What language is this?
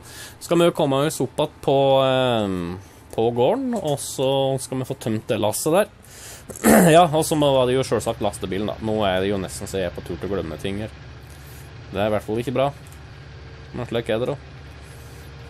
Norwegian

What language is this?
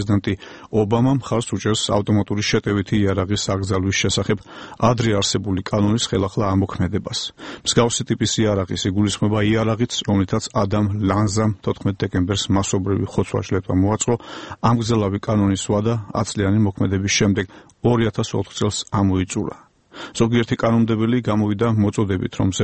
Georgian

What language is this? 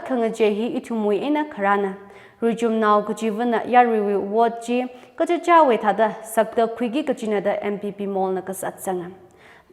Tangkhul Naga (India)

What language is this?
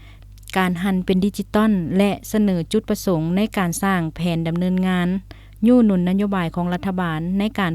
Lao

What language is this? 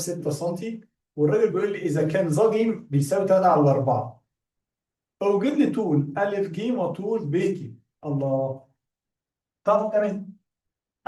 Egyptian Arabic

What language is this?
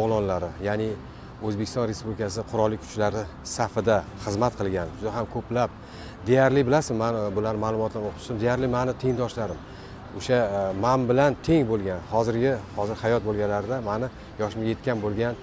Uzbek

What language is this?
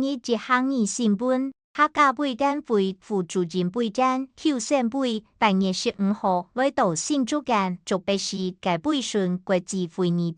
Hakka Chinese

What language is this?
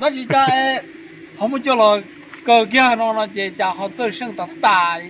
Hmong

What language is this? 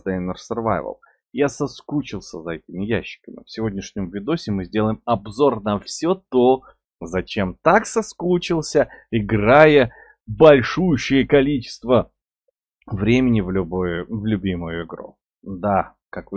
Russian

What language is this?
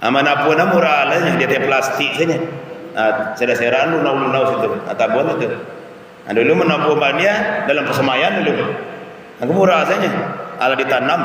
Minangkabau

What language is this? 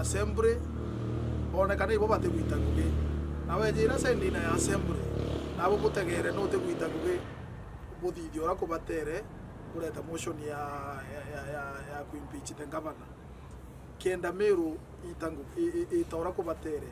Meru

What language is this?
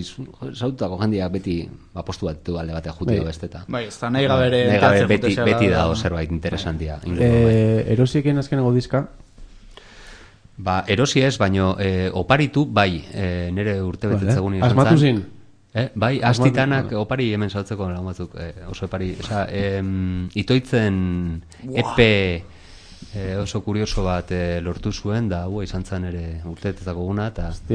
Basque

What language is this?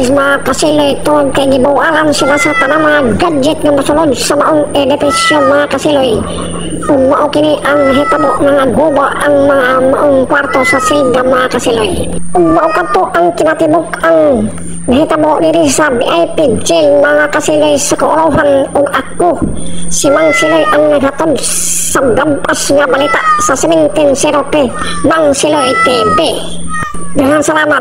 Cebuano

